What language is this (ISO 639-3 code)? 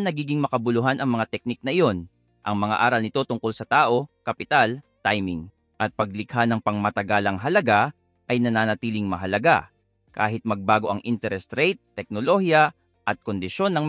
fil